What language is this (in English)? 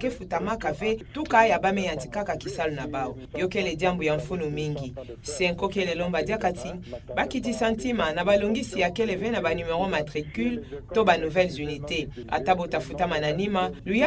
Kituba (Democratic Republic of Congo)